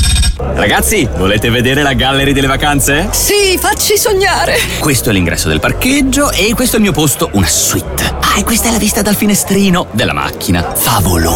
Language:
Italian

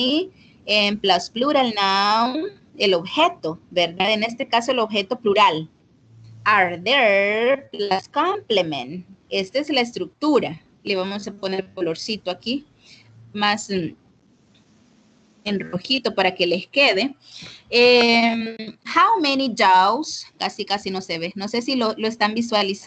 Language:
Spanish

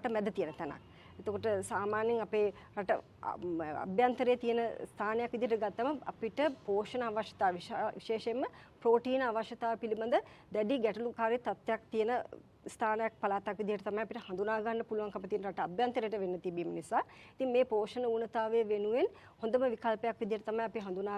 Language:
Sinhala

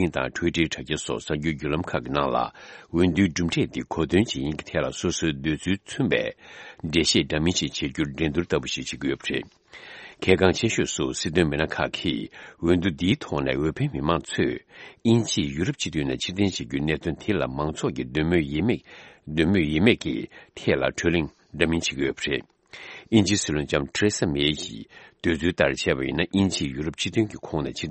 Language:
Tibetan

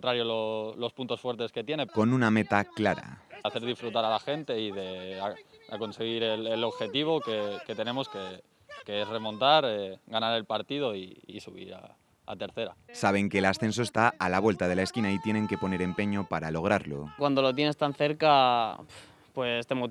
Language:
Spanish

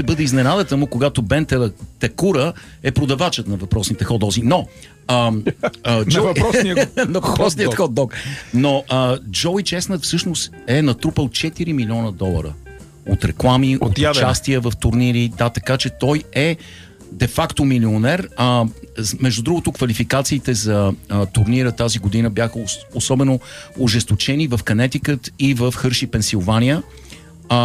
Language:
Bulgarian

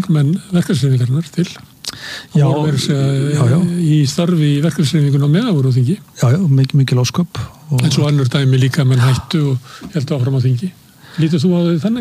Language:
Icelandic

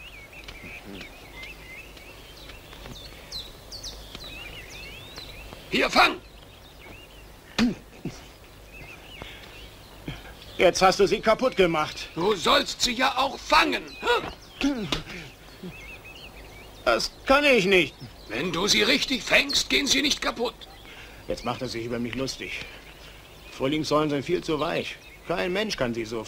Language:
German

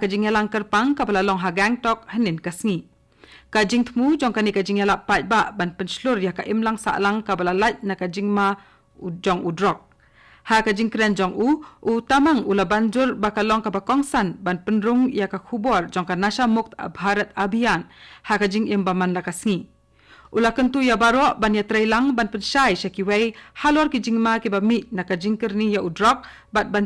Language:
Khasi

